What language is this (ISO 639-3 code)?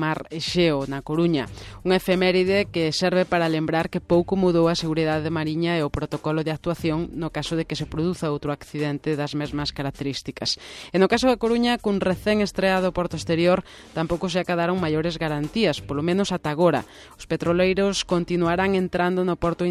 glg